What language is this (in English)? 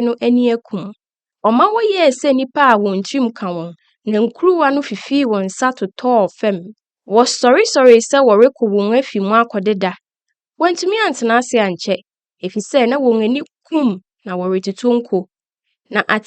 Akan